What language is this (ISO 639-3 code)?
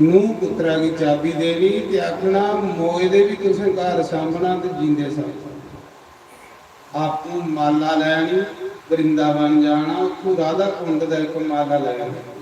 doi